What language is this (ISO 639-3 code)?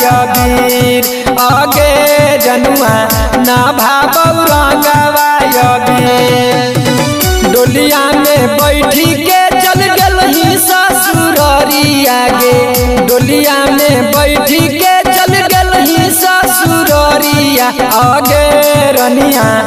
mag